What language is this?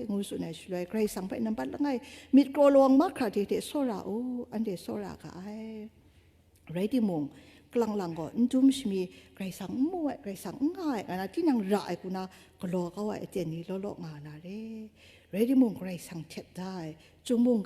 Kachin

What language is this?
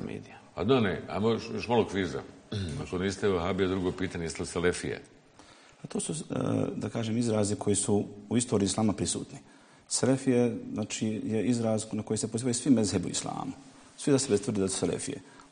Bosnian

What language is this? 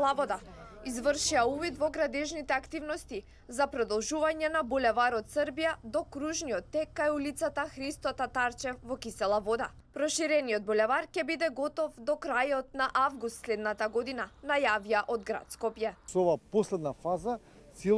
Macedonian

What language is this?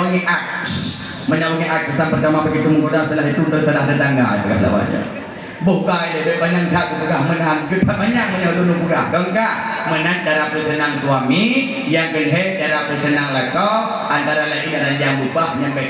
Achinese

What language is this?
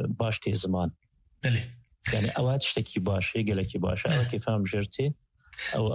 Kurdish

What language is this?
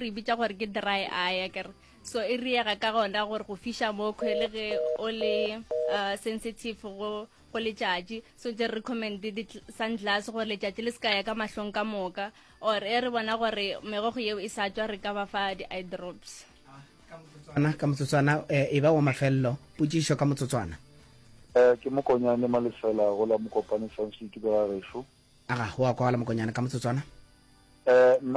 Northern Sotho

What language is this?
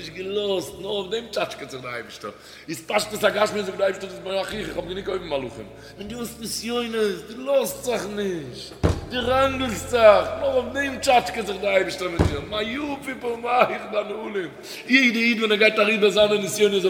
Yiddish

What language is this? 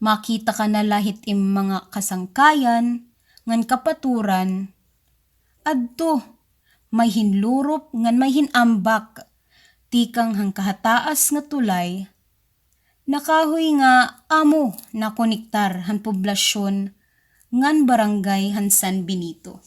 Waray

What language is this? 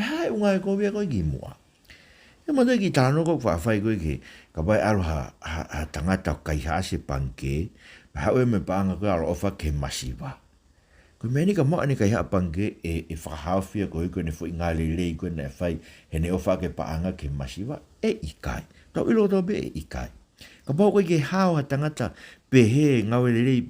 Tongan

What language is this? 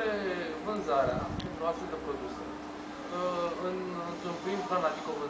Romanian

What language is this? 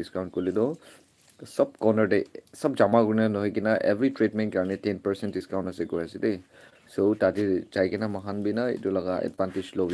Naga Pidgin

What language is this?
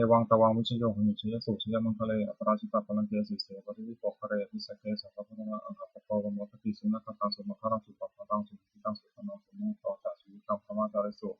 Pali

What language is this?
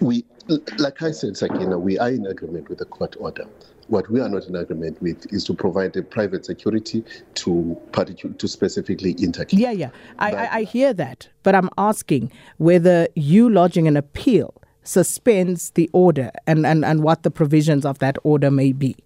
English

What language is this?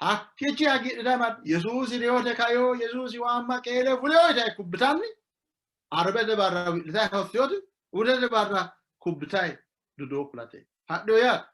Sidamo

